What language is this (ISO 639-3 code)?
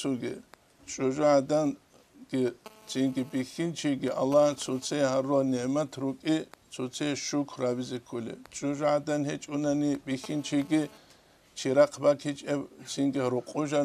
ava